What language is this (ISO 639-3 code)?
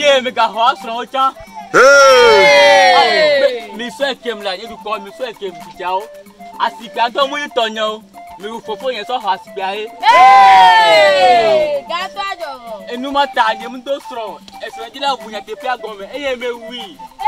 ewe